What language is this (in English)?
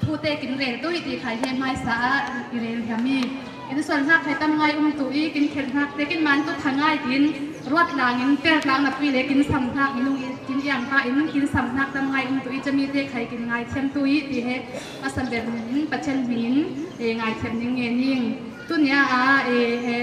Falam Chin